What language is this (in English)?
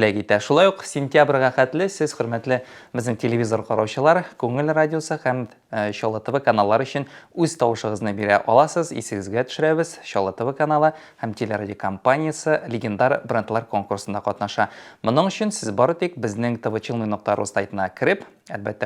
Tatar